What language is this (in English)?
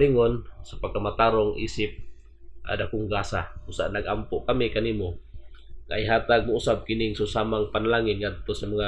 Cebuano